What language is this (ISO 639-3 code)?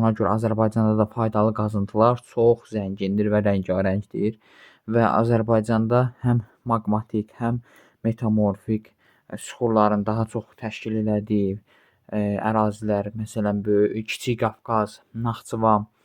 aze